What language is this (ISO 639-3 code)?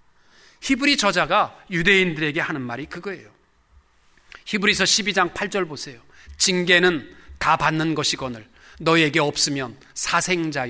kor